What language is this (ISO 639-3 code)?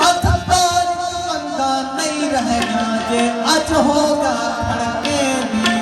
skr